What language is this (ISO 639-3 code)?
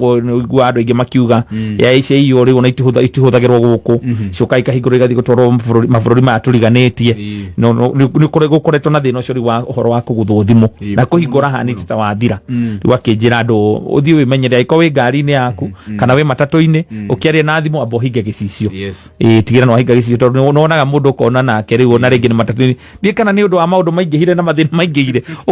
kik